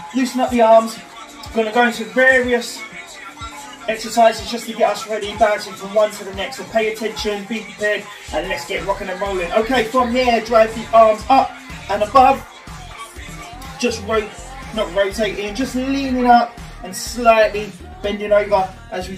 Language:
English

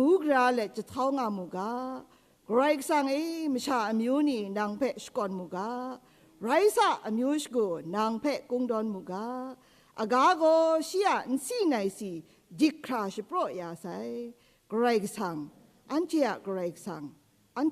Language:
Kachin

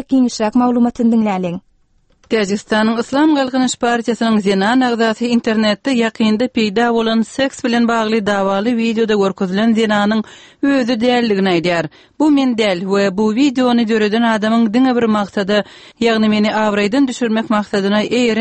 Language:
Turkmen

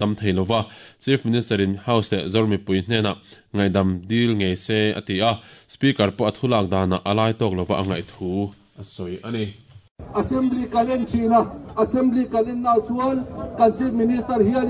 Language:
Mizo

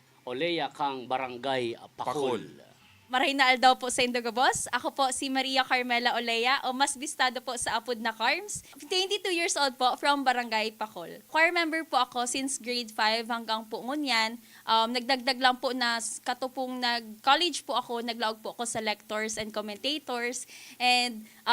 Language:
Bikol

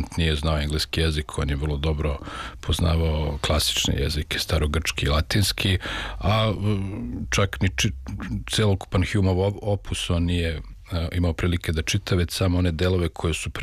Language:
Serbian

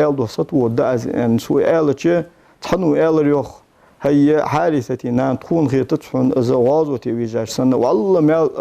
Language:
Ingush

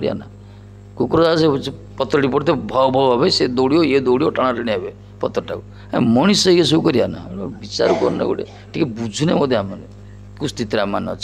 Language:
Odia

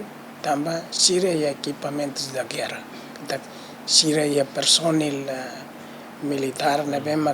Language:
Tetum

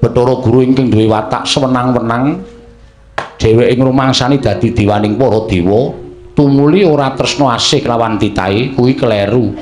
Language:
Javanese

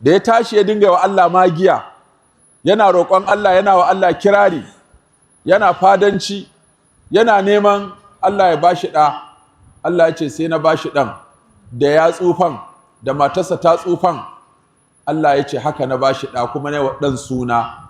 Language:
Hausa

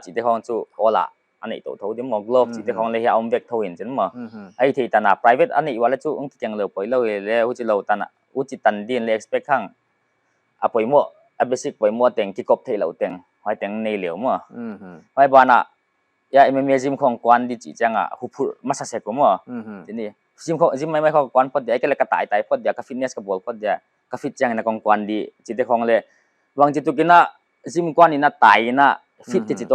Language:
Paite Chin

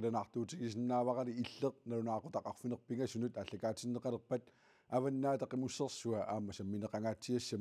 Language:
Kalaallisut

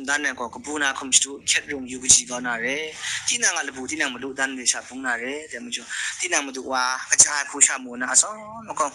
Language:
Kachin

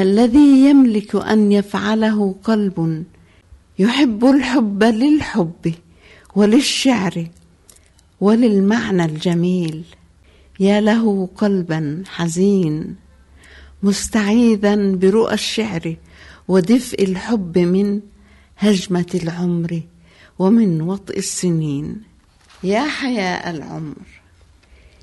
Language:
Tunisian Arabic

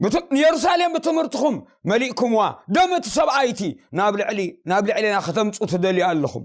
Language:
Tigrinya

